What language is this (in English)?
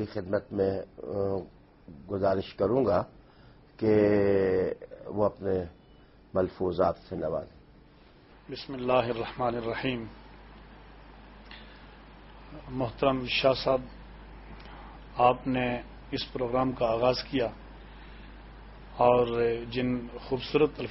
Urdu